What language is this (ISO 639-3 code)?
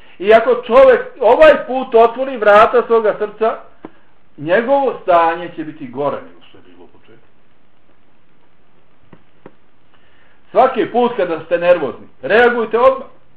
bos